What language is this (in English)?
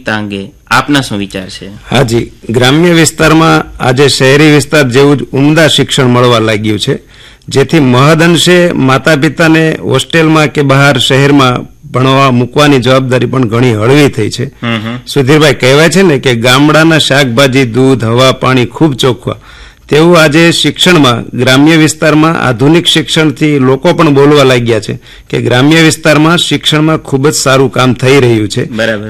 Gujarati